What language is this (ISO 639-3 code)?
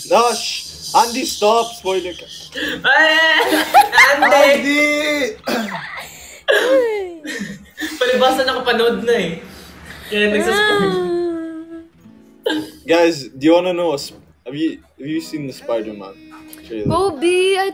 fil